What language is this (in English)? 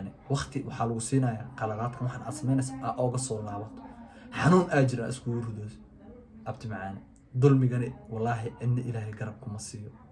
Somali